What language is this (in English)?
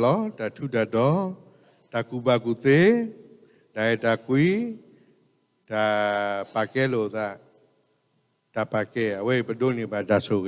S'gaw Karen